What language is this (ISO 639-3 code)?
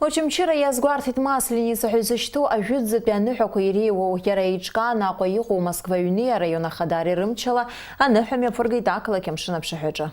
abk